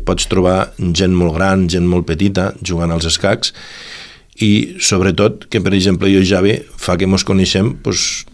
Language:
Catalan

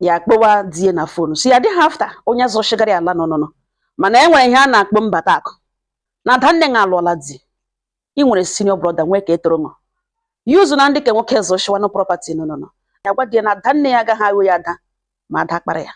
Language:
Igbo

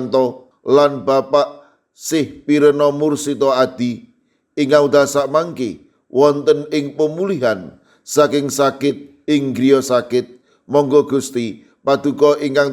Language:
Javanese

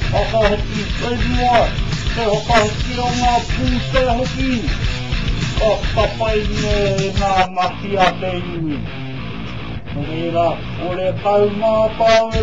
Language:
Māori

